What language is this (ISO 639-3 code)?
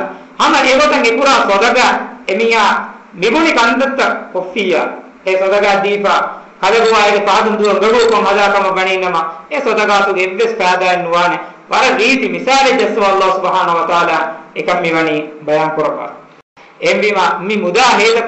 div